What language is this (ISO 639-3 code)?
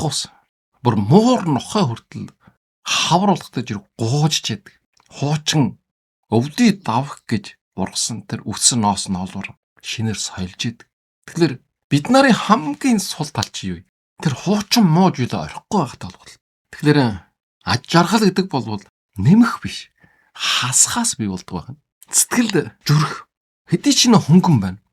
mon